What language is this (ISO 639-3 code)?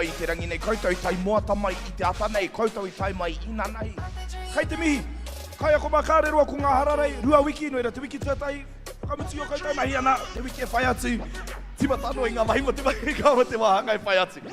mri